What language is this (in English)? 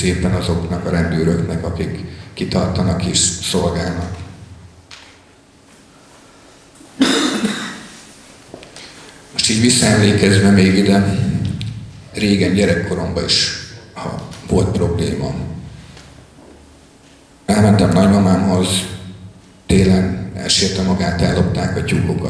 Hungarian